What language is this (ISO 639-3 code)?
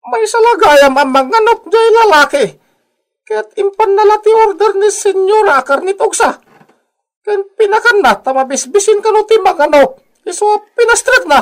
ilo